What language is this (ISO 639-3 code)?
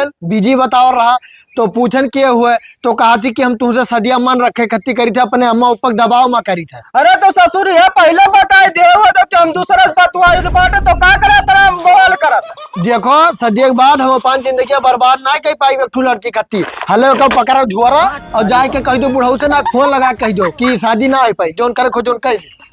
awa